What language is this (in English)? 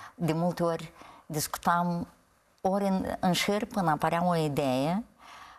Romanian